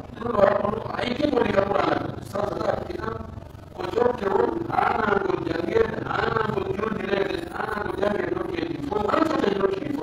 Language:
Pular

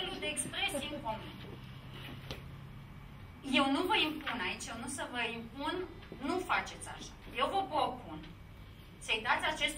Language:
Romanian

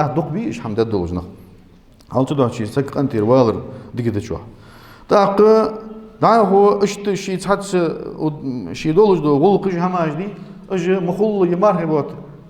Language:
Ingush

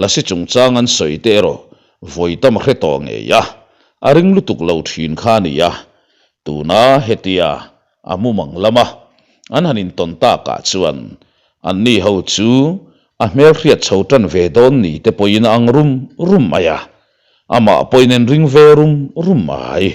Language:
Mizo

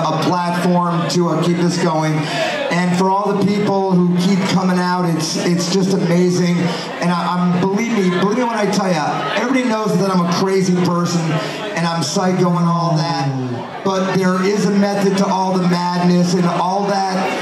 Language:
English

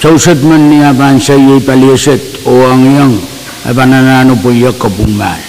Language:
Pohnpeian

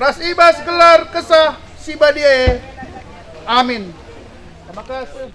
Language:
Batak Karo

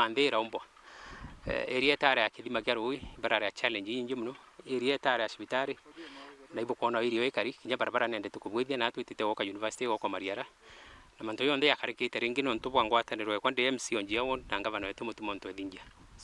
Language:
Meru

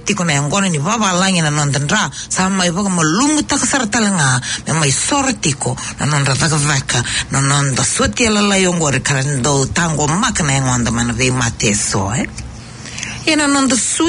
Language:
Fijian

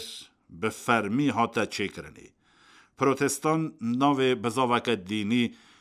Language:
Kurdish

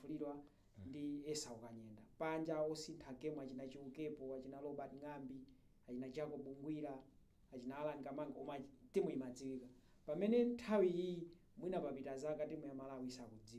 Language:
Nyanja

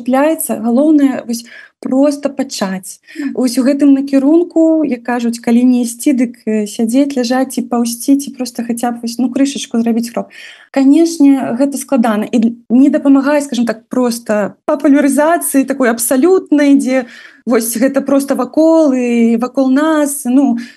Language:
Belarusian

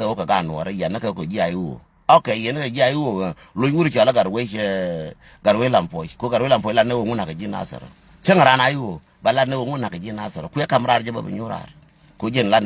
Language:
Nuer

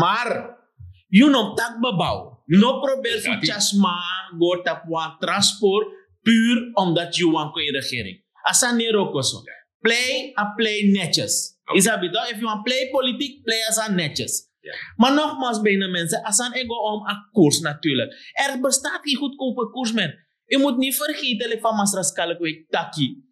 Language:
Sranan Tongo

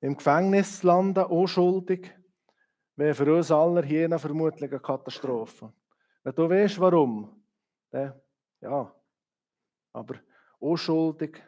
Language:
Swiss German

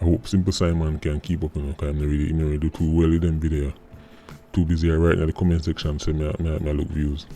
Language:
Jamaican Creole English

